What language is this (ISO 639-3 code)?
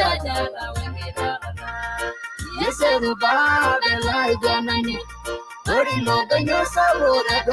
mas